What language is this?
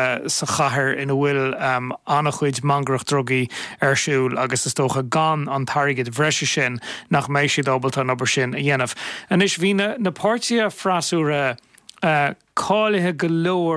Irish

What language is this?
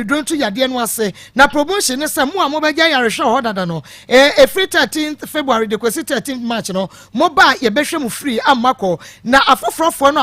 Akan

